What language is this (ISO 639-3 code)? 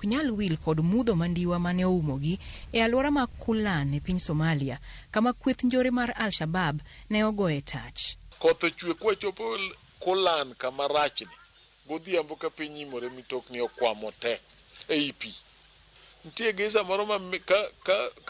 luo